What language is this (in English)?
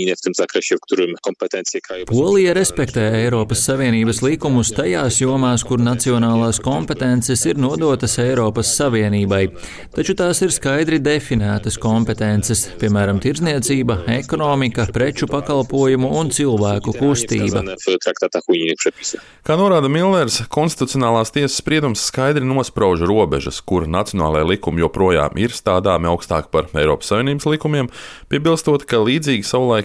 Latvian